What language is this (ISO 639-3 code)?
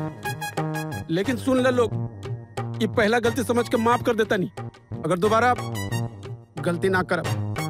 hin